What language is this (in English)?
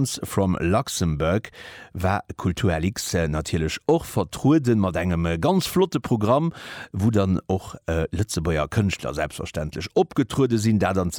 Luxembourgish